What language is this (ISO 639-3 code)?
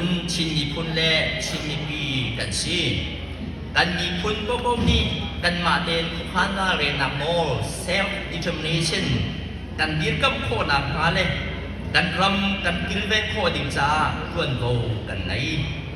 cnh